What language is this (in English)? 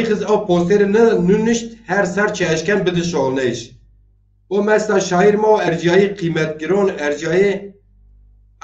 Zaza